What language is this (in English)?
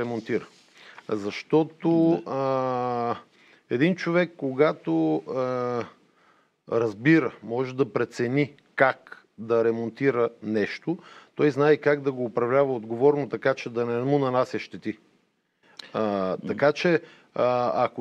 Bulgarian